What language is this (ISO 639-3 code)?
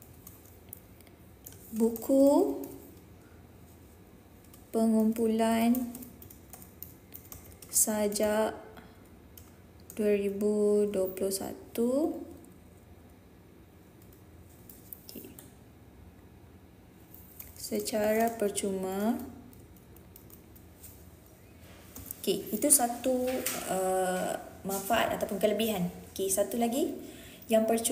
msa